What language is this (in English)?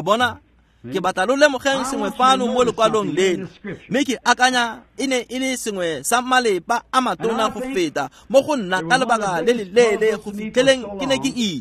Tswana